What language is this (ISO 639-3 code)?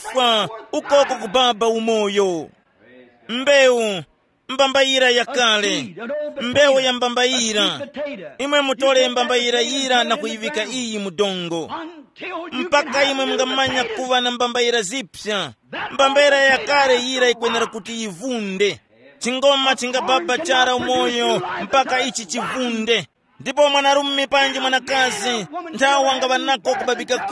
tum